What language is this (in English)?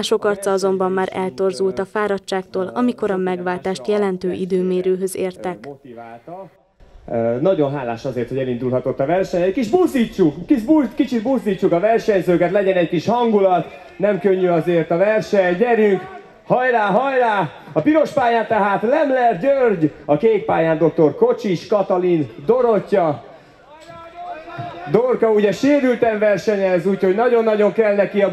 Hungarian